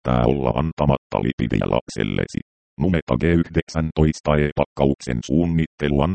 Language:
Finnish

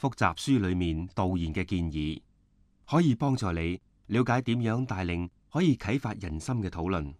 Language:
Cantonese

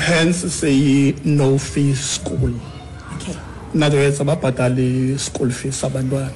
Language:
Xhosa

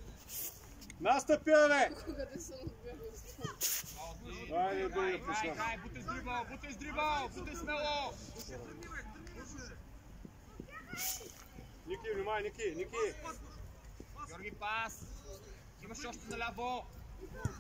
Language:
Bulgarian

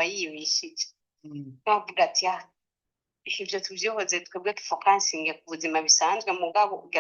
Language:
Rundi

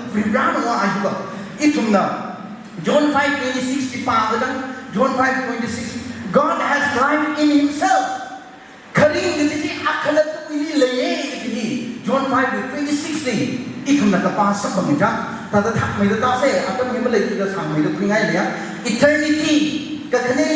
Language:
Tangkhul Naga (India)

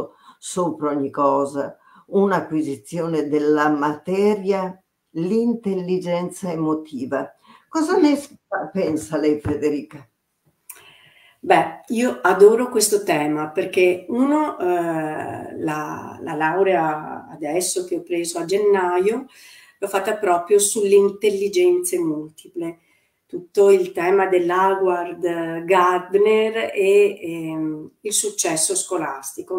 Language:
Italian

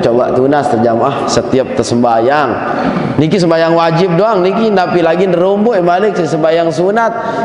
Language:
Sasak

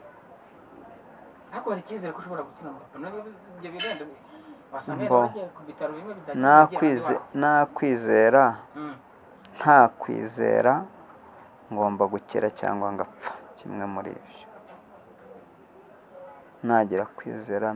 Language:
Kinyarwanda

